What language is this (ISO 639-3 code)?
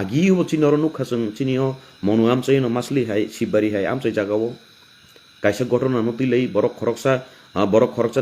trp